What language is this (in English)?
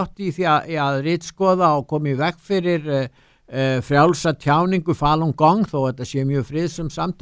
Icelandic